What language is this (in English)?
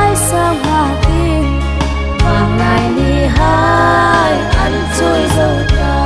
Hmar